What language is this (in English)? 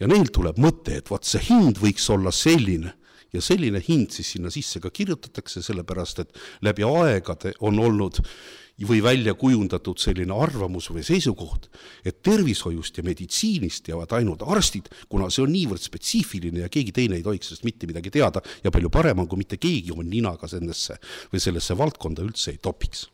Estonian